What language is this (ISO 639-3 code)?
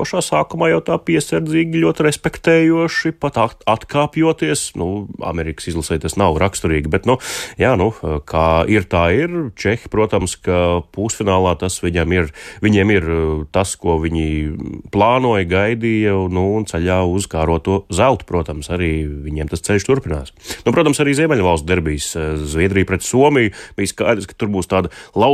lav